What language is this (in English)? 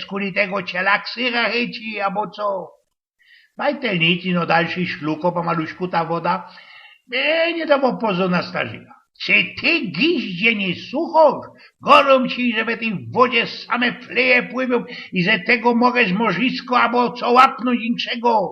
Silesian